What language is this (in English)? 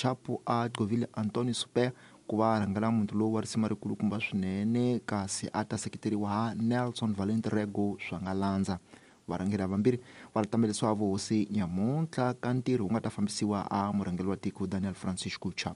Tsonga